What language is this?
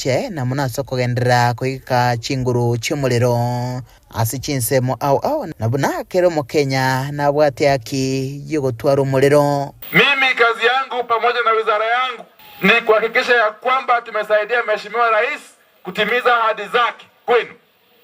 Gusii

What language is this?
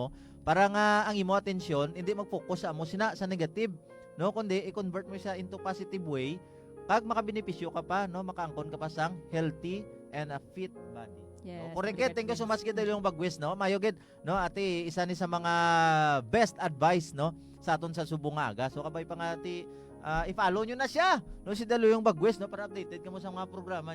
Hiligaynon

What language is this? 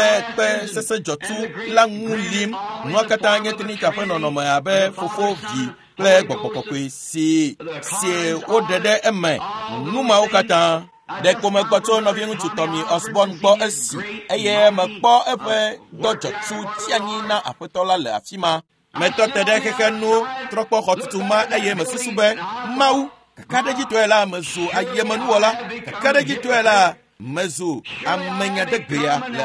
Ewe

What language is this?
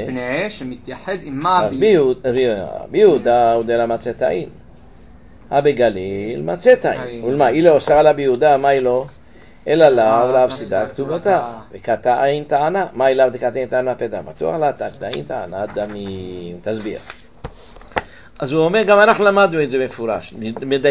Hebrew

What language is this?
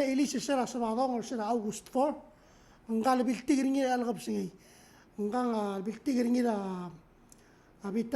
Palauan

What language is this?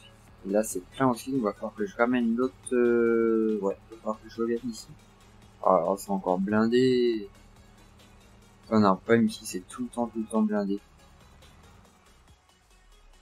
French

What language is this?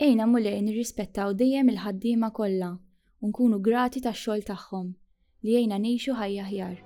Maltese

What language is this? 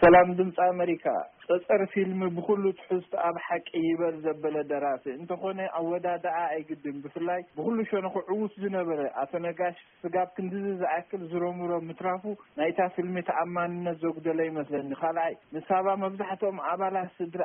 Tigrinya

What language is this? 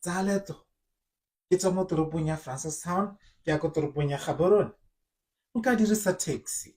Tswana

